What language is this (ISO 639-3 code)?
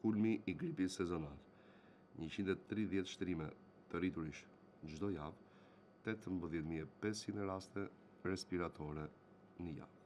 sqi